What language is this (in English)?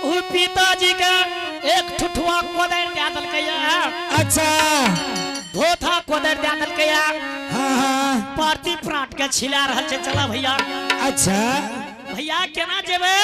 Angika